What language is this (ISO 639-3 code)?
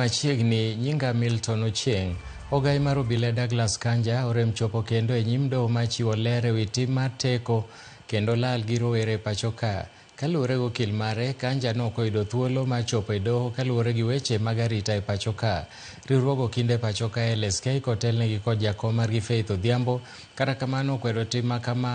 luo